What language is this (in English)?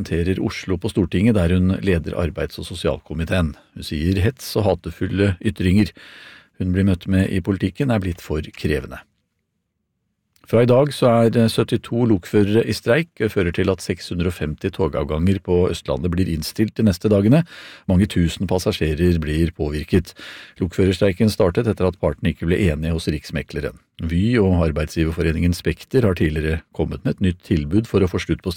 Norwegian